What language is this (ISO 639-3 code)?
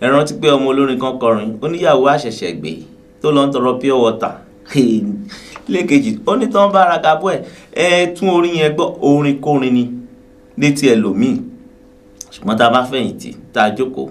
yor